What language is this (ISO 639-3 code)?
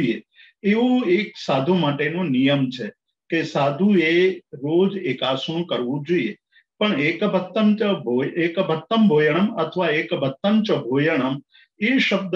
guj